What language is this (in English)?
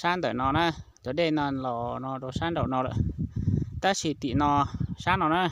Hmong